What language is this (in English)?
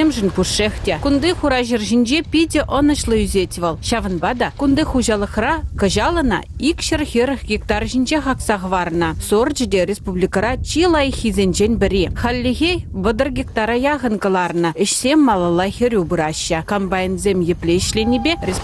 Chuvash